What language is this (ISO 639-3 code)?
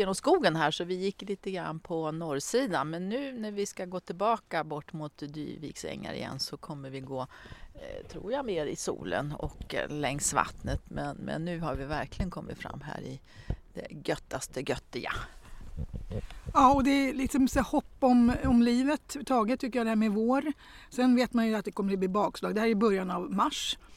swe